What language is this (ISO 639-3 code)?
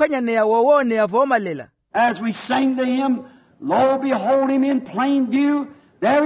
vmw